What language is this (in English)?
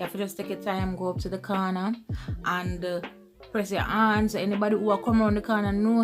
Jamaican Creole English